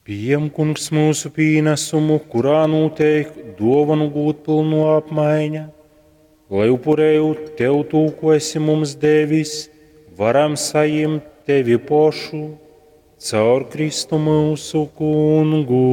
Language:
Latgalian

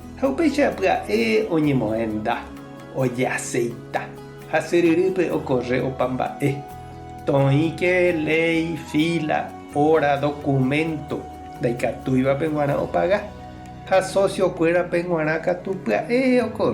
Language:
Guarani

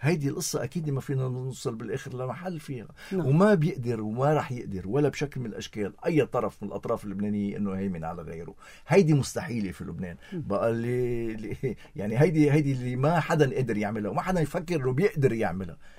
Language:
North Levantine Arabic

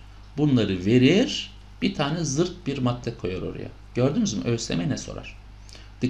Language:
Turkish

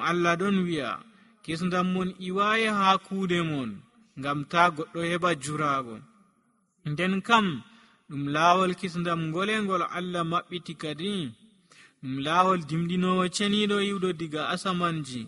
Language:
Nigerian Fulfulde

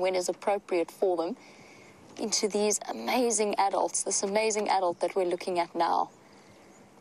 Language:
English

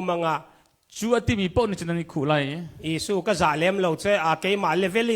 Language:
Hakha Chin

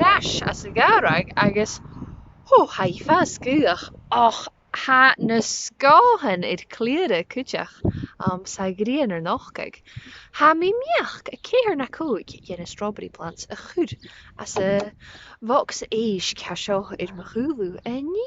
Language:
Scottish Gaelic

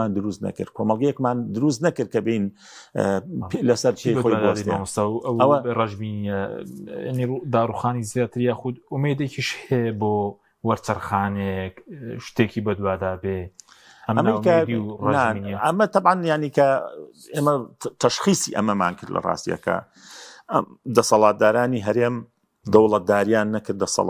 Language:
Central Kurdish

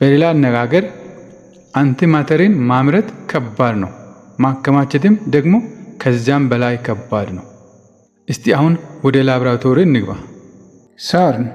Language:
Amharic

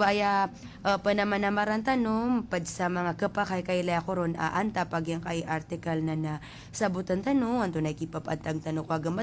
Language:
Maranao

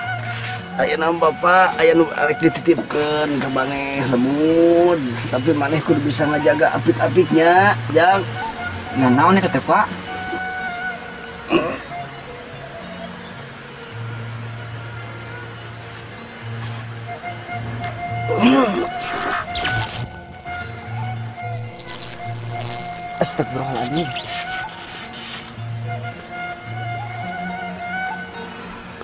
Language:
Sundanese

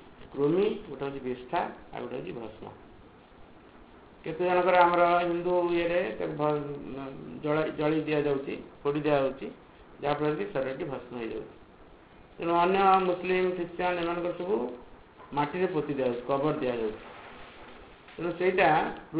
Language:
Odia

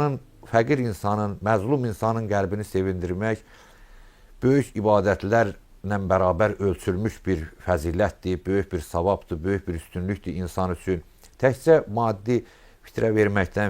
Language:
Azerbaijani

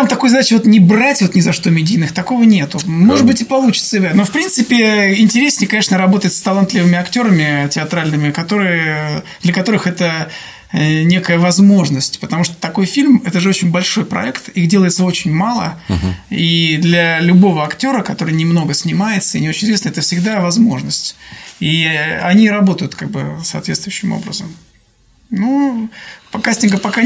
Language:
Russian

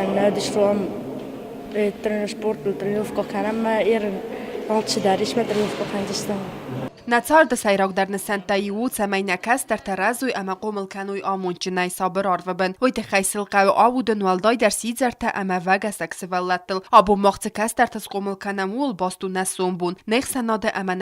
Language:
Ossetic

